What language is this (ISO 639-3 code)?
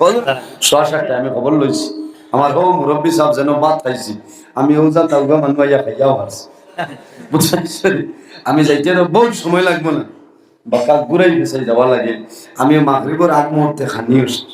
syl